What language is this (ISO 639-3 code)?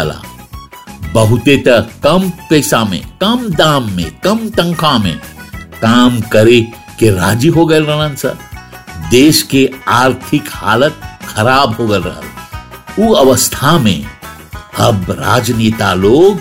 bho